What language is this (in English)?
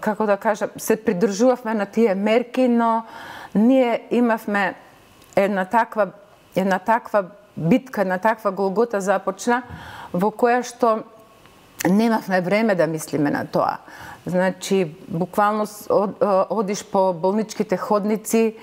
Macedonian